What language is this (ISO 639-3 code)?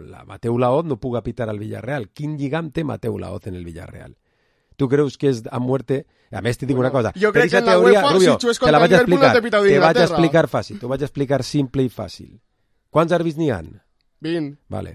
cat